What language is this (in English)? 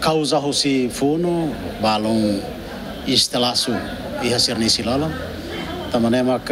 Tetum